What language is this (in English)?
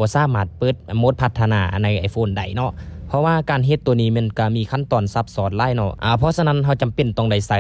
Lao